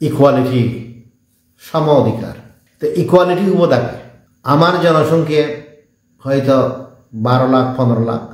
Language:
Chakma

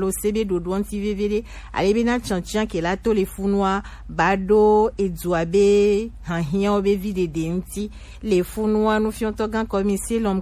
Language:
Gen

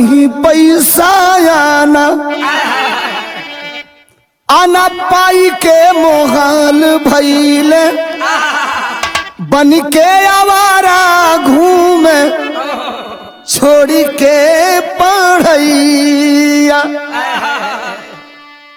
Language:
Bhojpuri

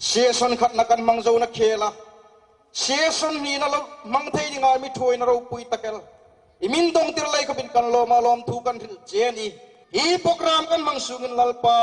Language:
Hmar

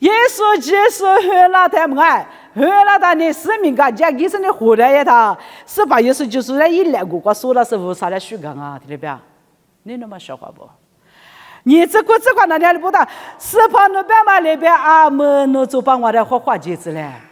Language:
Lisu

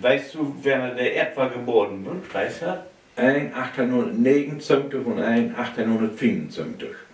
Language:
Low German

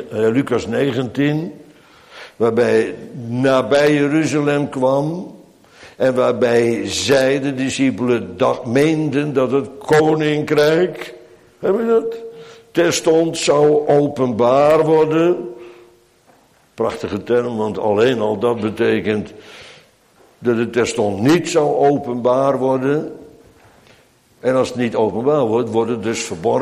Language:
Dutch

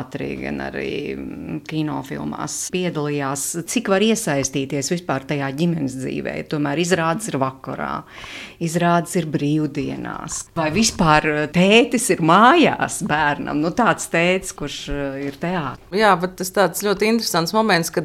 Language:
Latvian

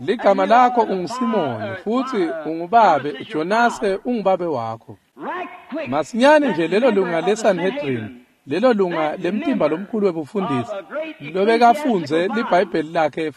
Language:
Swati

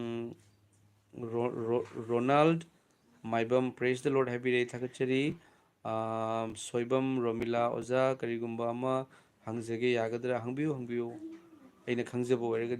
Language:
Manipuri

